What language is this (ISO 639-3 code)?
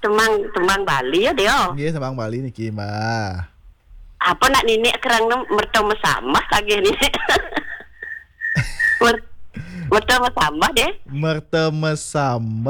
ban